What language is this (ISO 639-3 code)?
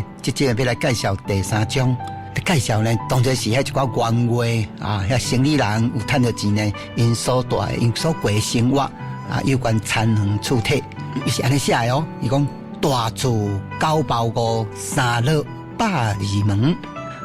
nan